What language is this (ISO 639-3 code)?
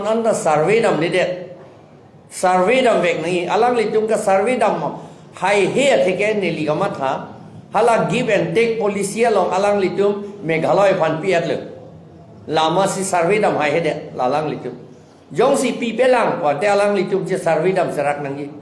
mjw